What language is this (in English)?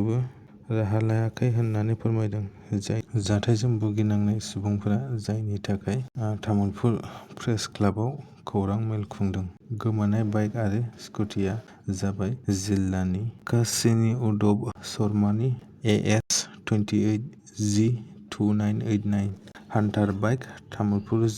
Bodo